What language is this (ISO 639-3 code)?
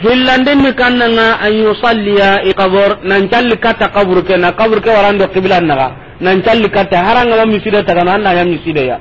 snk